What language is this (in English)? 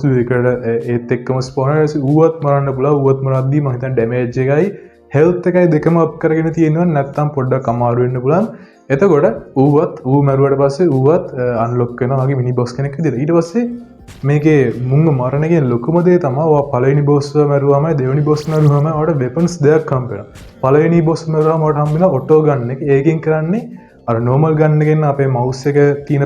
Sinhala